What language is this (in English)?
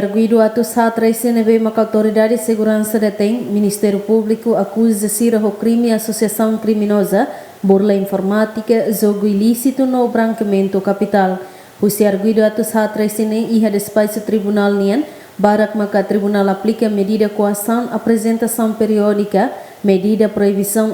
Tetum